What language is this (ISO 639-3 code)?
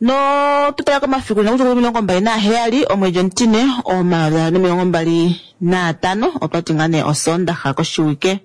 kua